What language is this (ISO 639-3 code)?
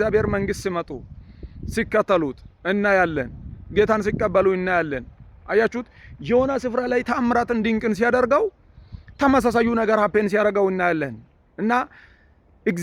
amh